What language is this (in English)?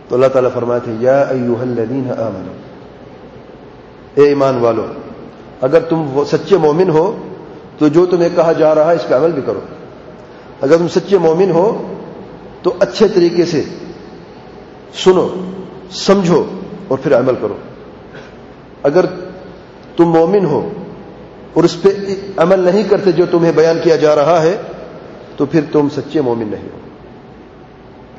Urdu